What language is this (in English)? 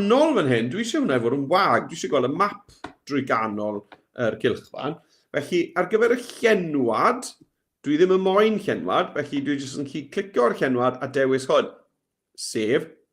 Welsh